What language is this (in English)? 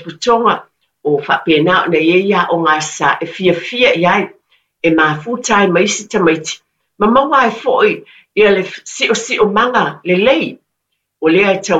Samoan